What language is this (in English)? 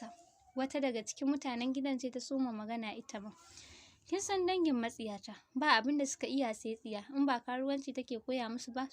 Hausa